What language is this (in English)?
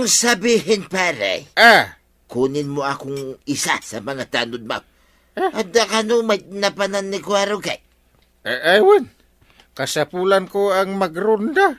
Iloko